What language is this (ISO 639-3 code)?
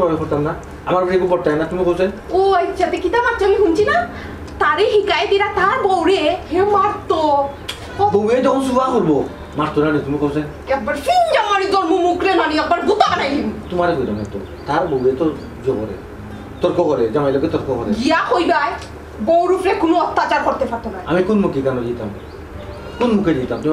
syl